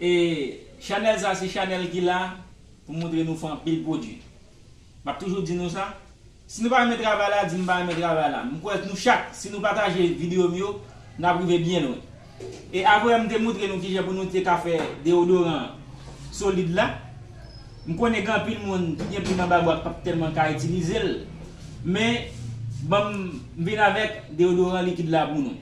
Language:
Haitian Creole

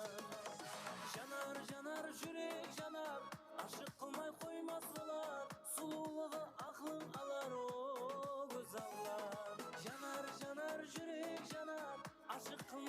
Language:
Kara-Kalpak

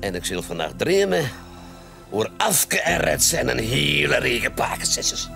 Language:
Western Frisian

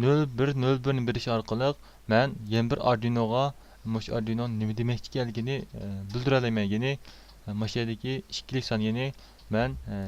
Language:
Uyghur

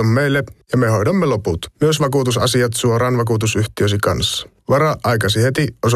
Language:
Finnish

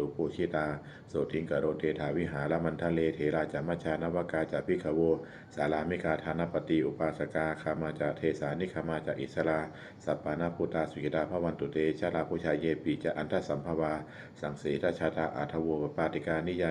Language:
Pali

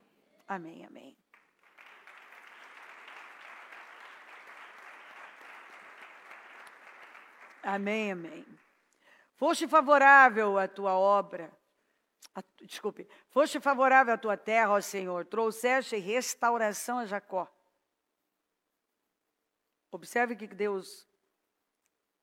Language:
Portuguese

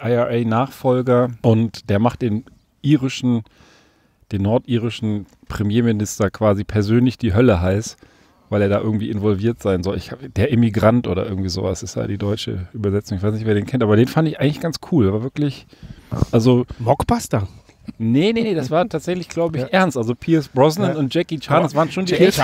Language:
German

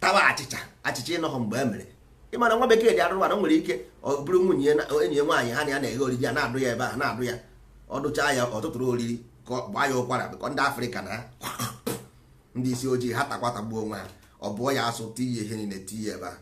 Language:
Igbo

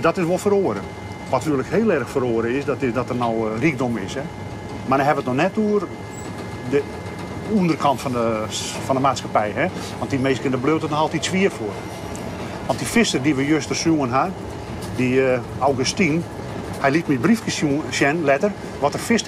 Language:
Western Frisian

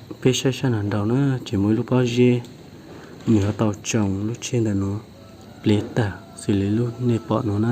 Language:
Hmong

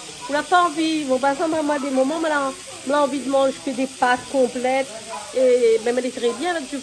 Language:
Réunion Creole French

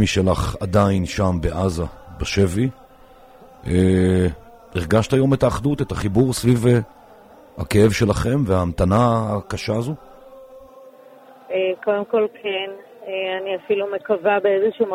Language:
Hebrew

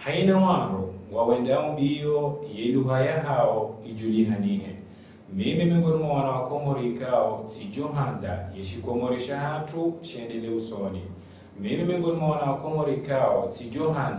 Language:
Ngazidja Comorian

